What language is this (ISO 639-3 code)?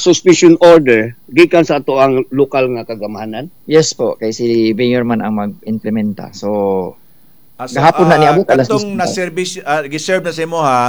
ceb